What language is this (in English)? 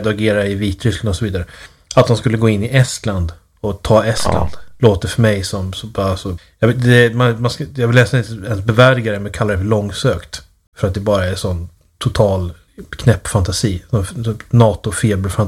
Swedish